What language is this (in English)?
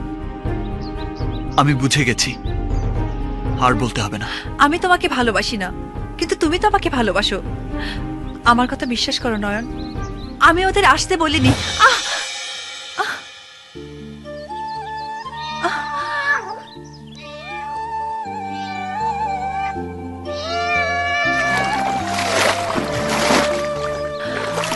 Bangla